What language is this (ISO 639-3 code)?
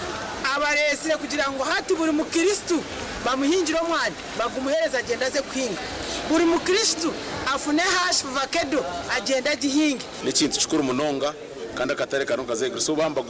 nyn